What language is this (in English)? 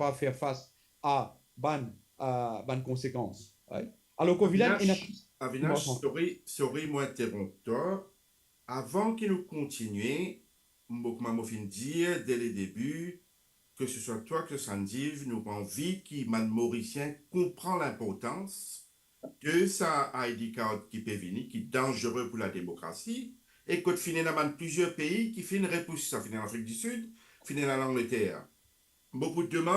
Morisyen